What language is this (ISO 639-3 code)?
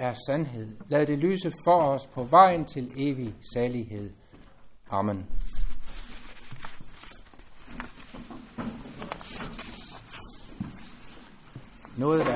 dan